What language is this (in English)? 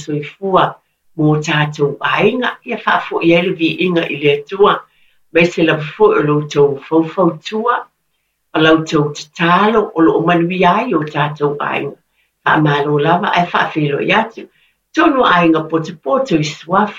Samoan